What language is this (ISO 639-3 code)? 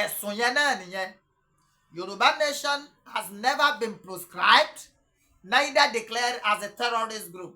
yor